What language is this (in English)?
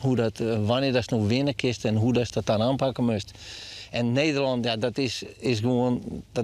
Western Frisian